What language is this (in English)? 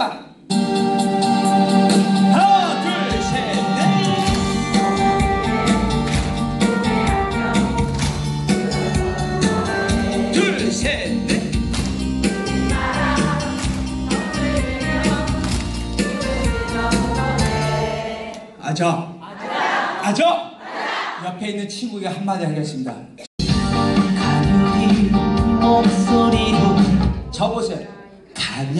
Korean